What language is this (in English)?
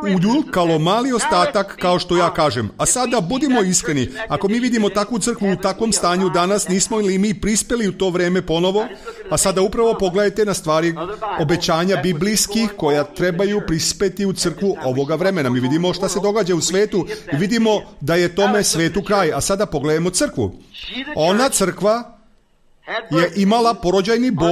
Serbian